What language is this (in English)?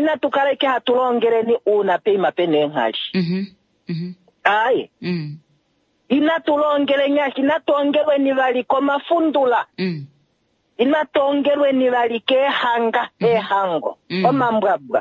Kuanyama